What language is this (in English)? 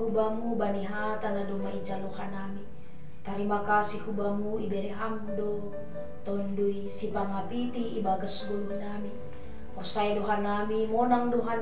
Batak Simalungun